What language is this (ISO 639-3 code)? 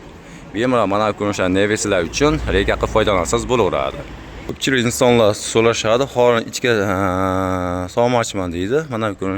uzb